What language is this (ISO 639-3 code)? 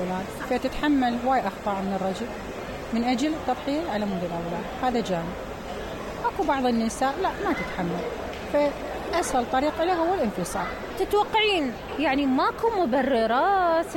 acm